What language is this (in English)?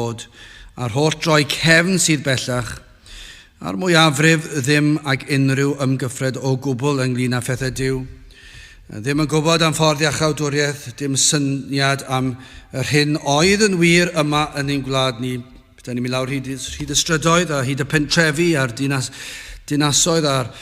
Welsh